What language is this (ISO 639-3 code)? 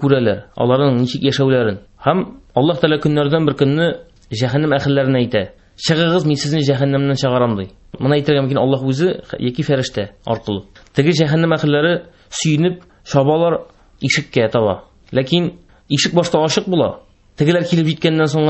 tat